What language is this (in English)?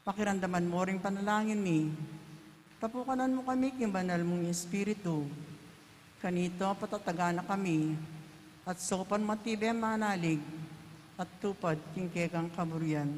Pampanga